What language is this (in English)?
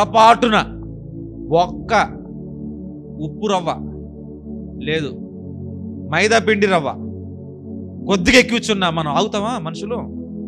Telugu